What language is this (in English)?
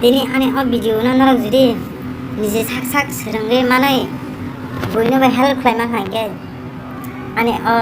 Kok Borok